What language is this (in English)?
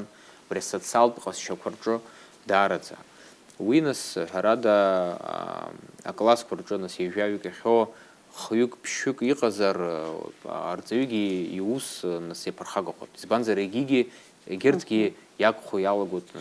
Abkhazian